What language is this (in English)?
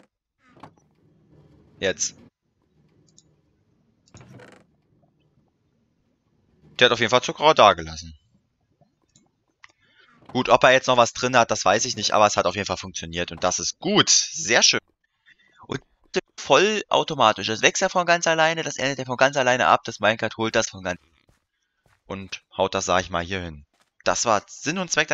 German